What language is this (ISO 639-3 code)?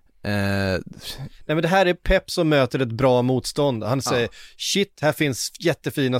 swe